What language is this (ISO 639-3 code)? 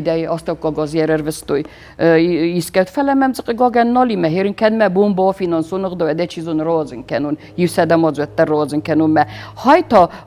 oss